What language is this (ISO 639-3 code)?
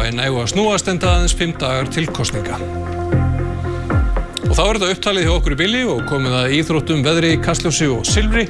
isl